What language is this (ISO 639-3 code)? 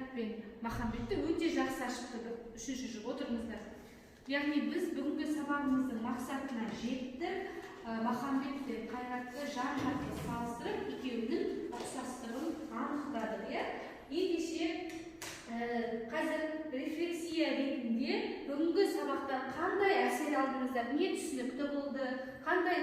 kaz